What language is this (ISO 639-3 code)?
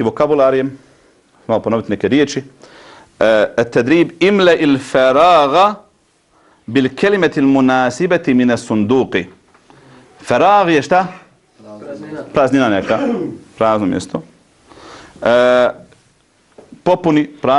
bos